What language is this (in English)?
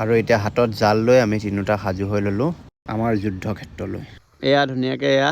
Assamese